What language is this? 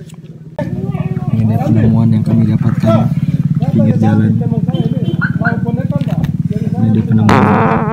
Indonesian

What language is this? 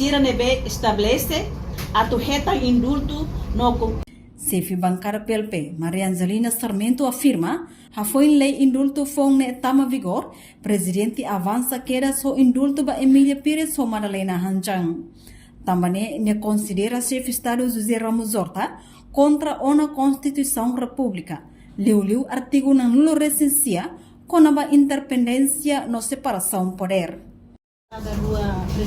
Tetum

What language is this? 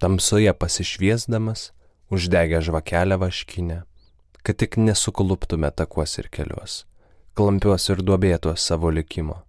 Lithuanian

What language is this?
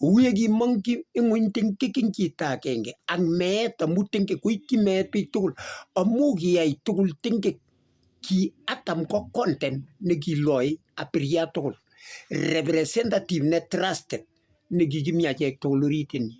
Kalenjin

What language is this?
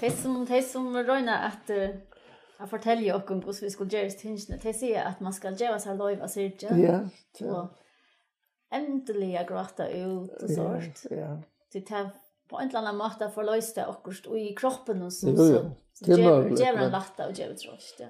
Faroese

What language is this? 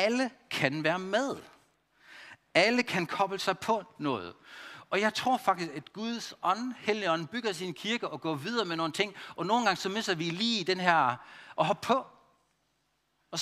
Danish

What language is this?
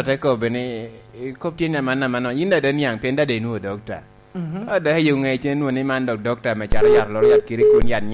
Lango (Uganda)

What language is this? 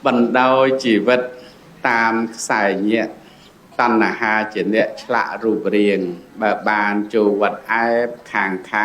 Khmer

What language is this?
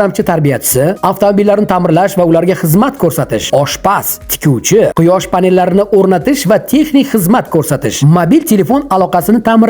Uzbek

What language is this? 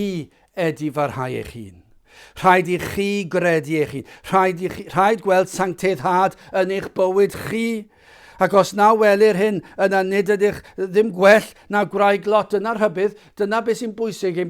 Welsh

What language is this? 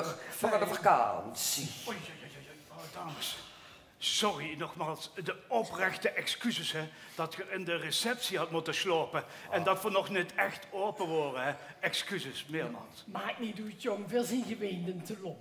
Limburgish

